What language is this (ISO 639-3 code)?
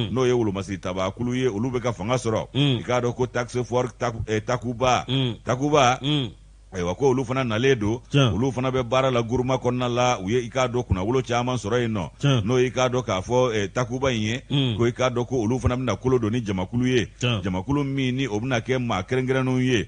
bam